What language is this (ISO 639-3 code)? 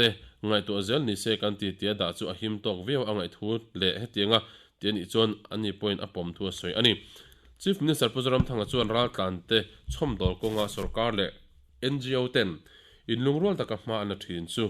lus